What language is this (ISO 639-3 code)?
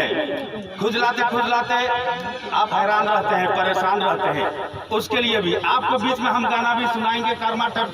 sck